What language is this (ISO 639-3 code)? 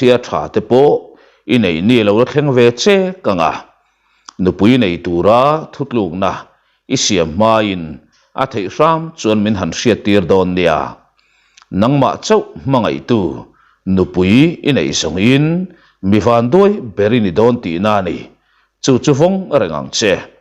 lus